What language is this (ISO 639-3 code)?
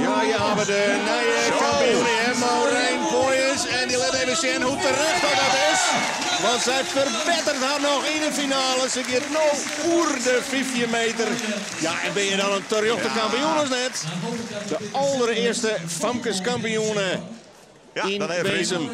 fry